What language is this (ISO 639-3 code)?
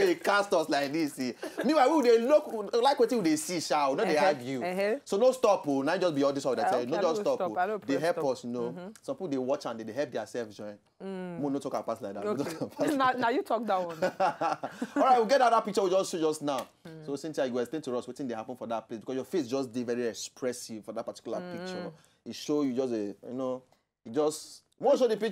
pcm